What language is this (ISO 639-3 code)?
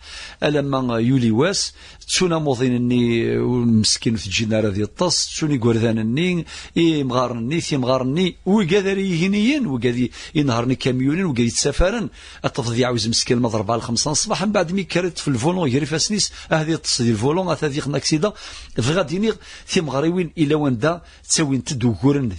kab